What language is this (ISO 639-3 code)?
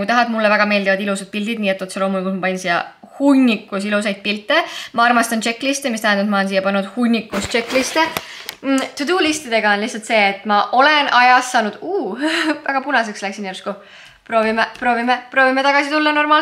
est